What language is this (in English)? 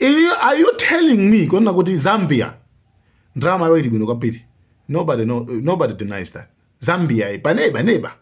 Nyanja